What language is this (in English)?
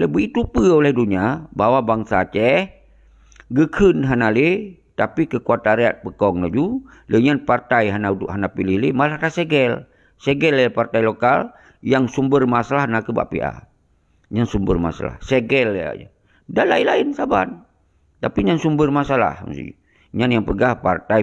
Achinese